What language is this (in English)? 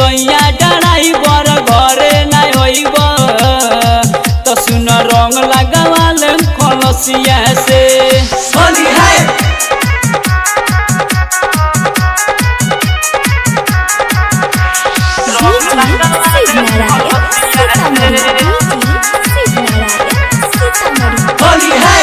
Bhojpuri